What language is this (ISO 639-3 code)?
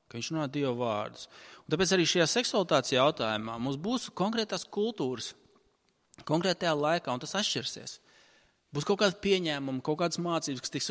lav